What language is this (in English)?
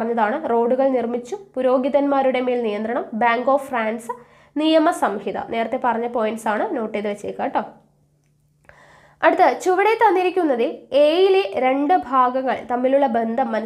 Malayalam